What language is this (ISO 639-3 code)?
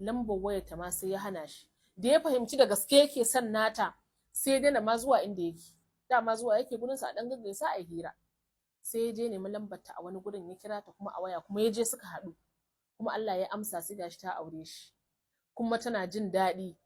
hau